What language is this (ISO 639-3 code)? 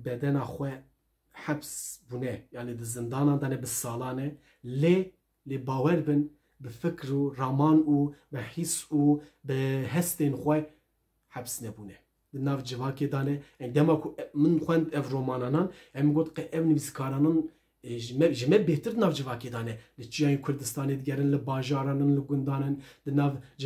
kur